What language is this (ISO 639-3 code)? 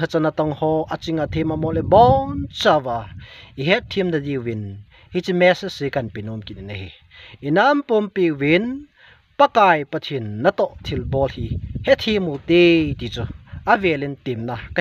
tcz